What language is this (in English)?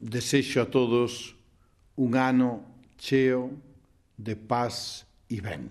Galician